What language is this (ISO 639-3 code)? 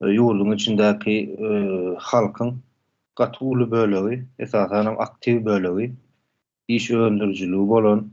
tuk